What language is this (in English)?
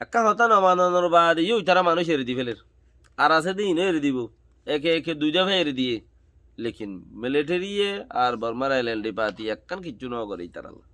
Rohingya